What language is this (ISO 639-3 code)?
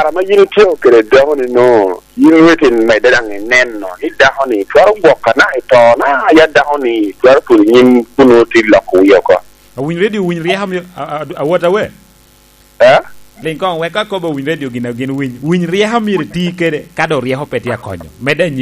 laj